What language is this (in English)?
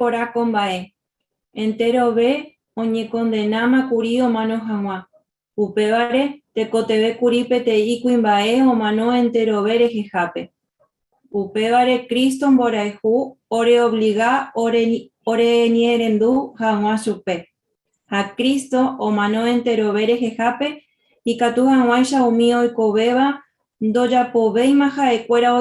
Guarani